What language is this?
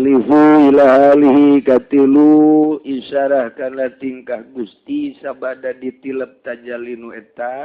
Sundanese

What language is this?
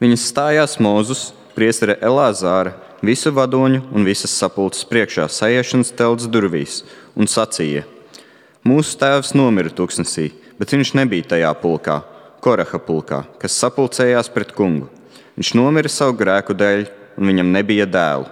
Latvian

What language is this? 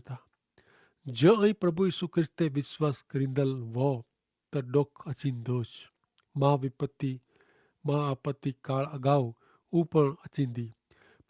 Kachhi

